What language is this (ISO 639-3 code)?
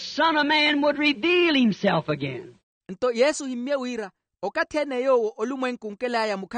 vmw